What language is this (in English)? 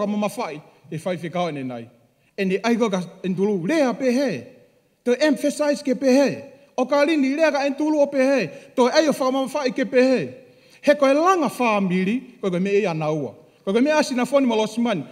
Tongan